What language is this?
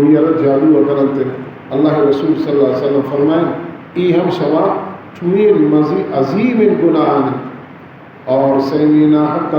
Baluchi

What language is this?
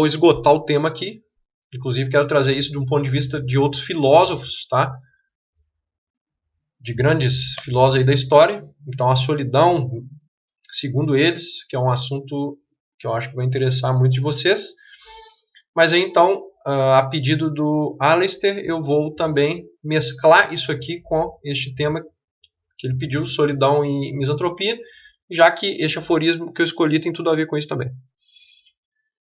Portuguese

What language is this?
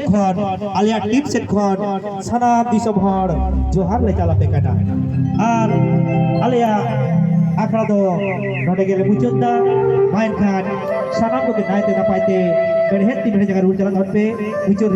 Santali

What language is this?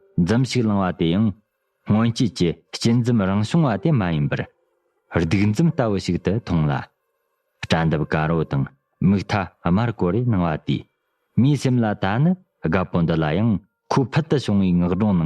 Tibetan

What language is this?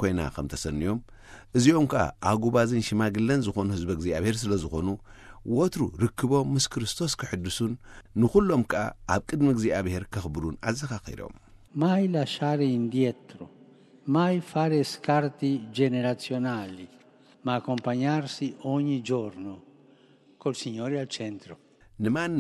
Tigrinya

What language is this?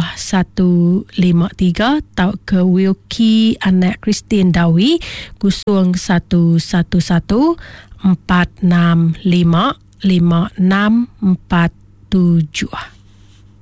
Iban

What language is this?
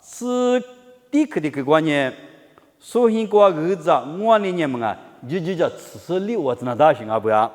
Lisu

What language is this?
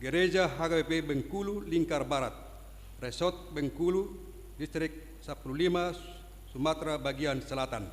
Batak Toba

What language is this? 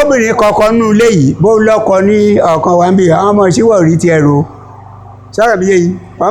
Yoruba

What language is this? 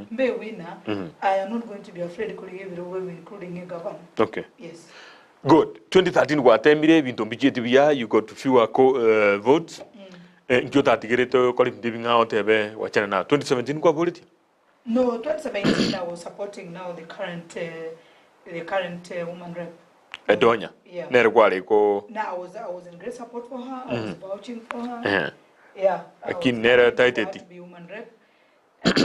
Gusii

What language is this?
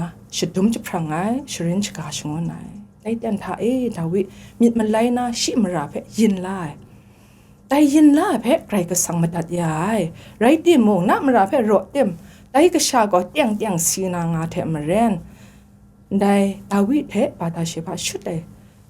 Kachin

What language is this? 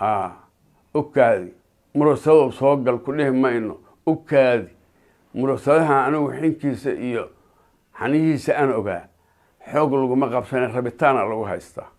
Somali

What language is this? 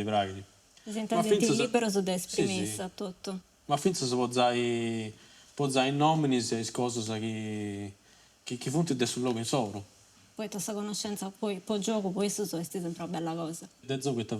Sardinian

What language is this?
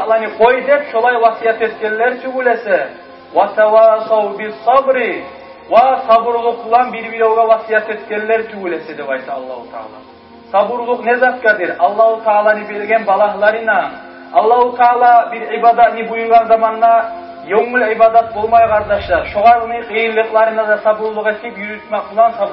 Kumyk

